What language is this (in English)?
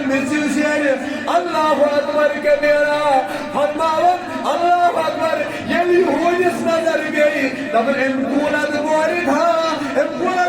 Kashmiri